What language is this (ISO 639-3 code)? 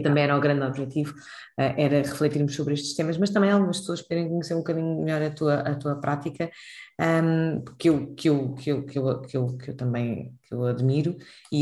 por